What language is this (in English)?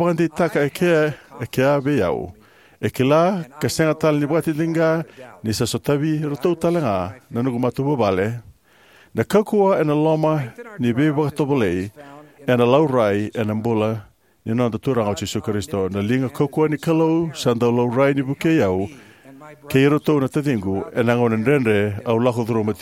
Fijian